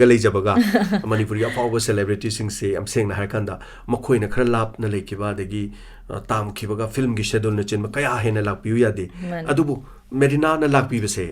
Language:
Manipuri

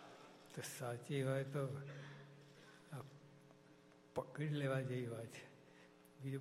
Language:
Gujarati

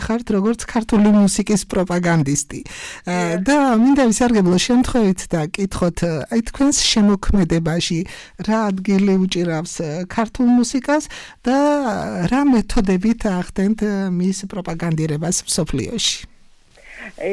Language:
Georgian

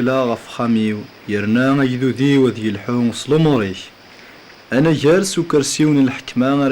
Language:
Kabyle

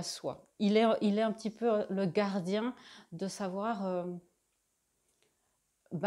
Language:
French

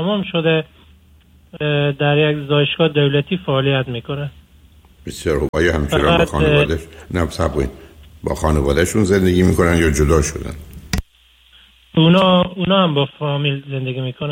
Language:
Persian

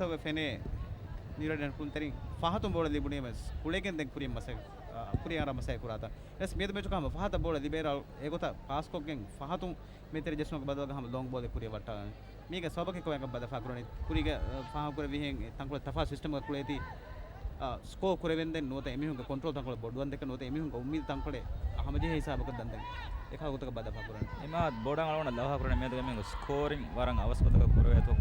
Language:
Divehi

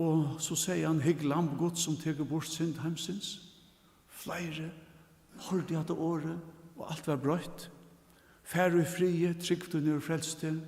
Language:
Faroese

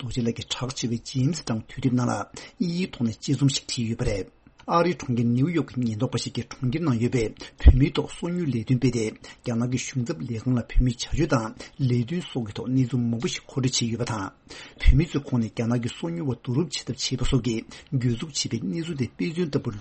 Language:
Tibetan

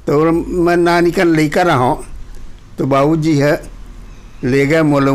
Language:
Chhattisgarhi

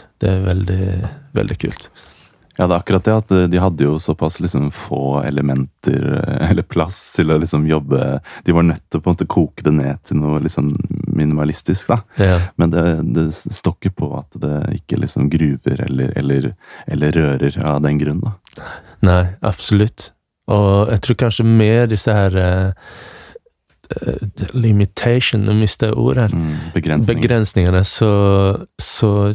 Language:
Norwegian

